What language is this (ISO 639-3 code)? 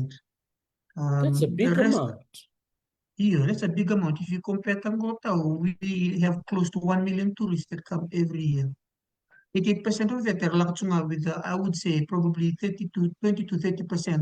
fij